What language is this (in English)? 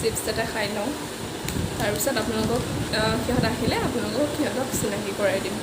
Assamese